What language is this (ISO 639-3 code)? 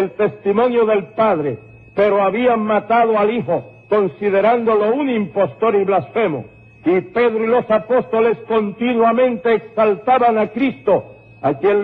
spa